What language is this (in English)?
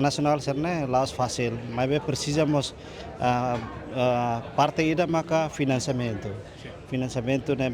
Tetum